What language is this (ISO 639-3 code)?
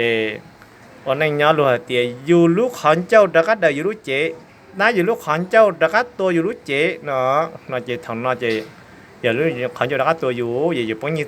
hmn